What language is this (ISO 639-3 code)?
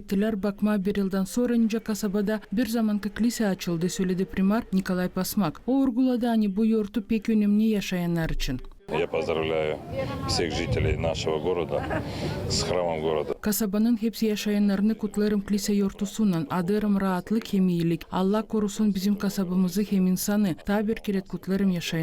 gag